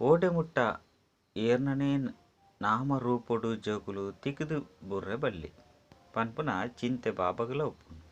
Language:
Tulu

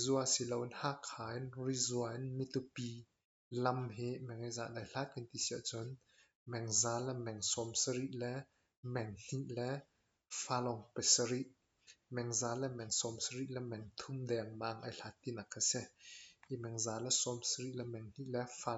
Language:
Hakha Chin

